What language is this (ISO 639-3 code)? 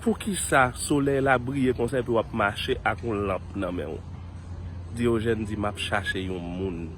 hat